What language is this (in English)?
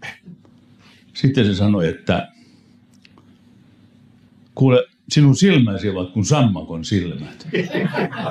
Finnish